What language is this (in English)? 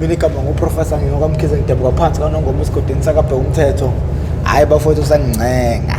Zulu